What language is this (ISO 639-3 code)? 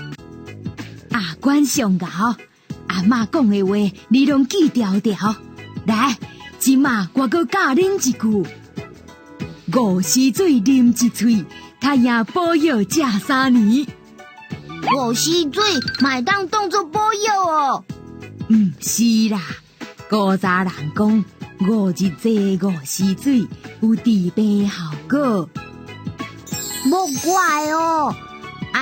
nan